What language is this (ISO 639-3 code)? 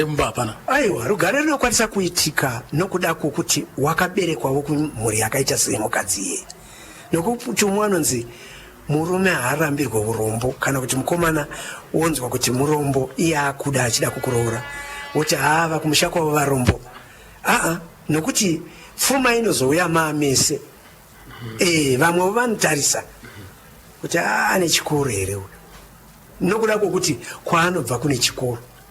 sna